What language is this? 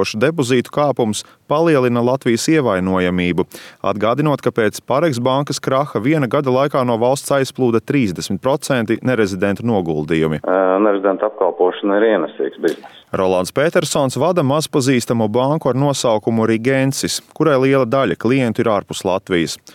Latvian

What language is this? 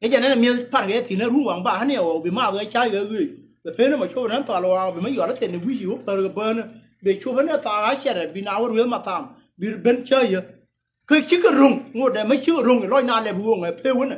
Nuer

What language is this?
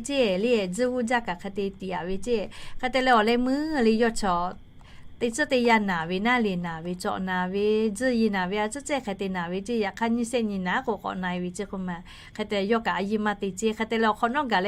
Lahu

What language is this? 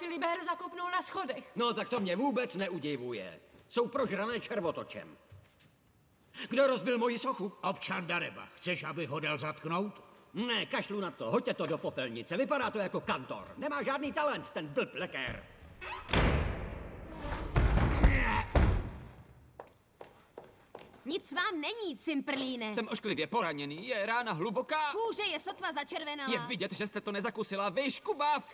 Czech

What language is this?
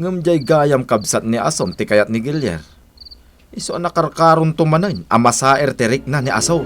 Iloko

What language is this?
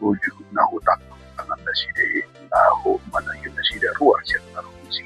Batak Toba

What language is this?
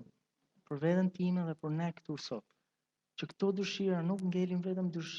Albanian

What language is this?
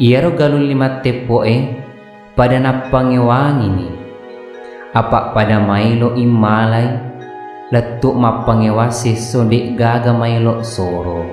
Buginese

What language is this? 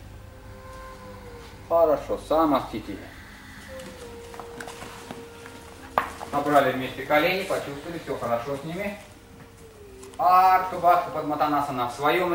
Russian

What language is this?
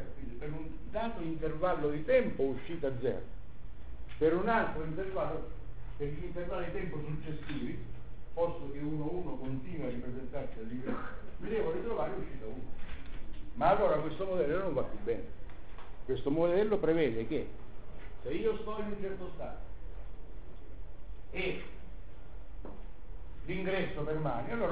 Italian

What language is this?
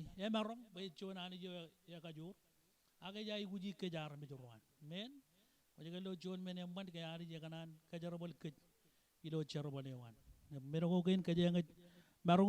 Marshallese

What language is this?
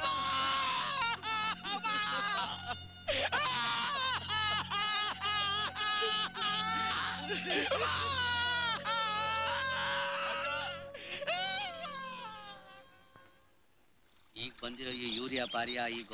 Kannada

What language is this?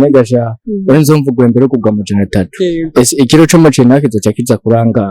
Rundi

